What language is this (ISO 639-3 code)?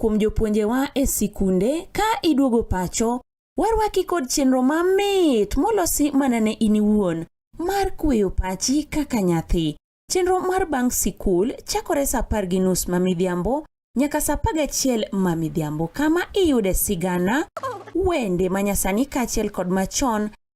luo